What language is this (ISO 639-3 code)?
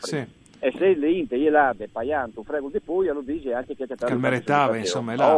fur